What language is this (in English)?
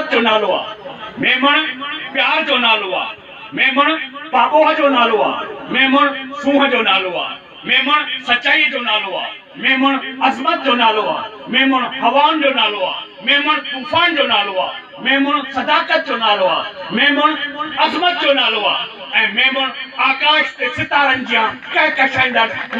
Sindhi